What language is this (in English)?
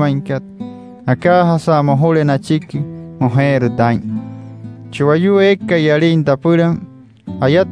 Wayuu